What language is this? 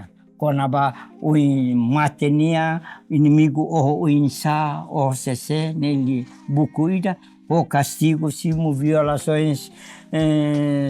Tetum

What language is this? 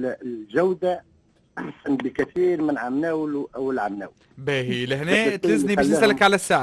Tunisian Arabic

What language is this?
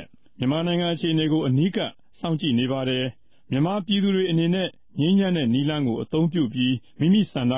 Burmese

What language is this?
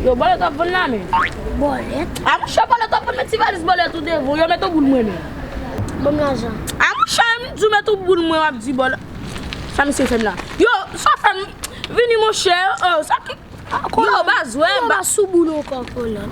Haitian Creole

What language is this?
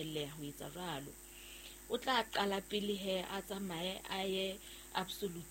Southern Sotho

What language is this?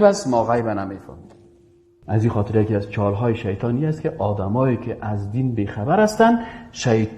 Persian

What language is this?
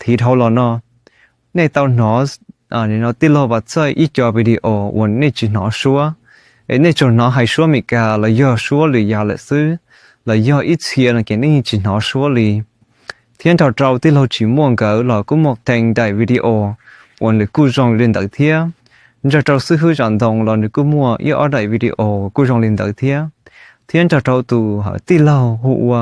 Hmong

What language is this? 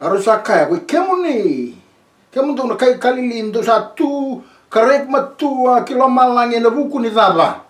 Fijian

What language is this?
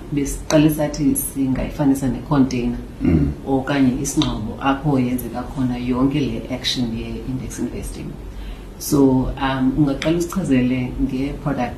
Xhosa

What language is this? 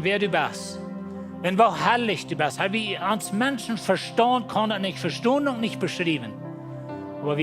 Plautdietsch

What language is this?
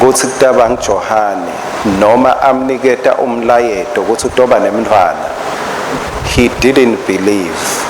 Swati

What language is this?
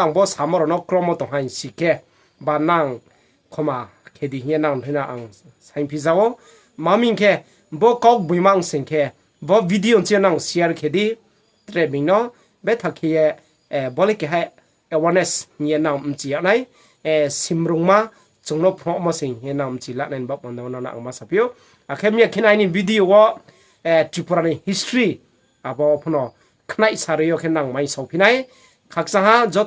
Riang (India)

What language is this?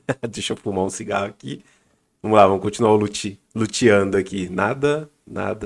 Portuguese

